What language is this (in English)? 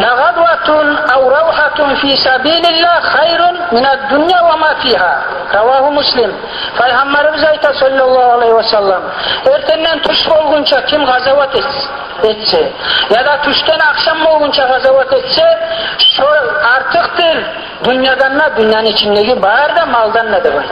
Kumyk